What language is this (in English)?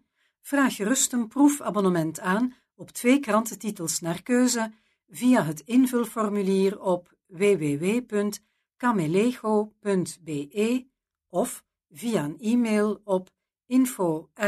Dutch